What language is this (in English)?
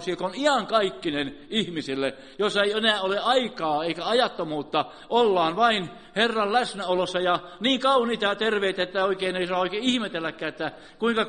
Finnish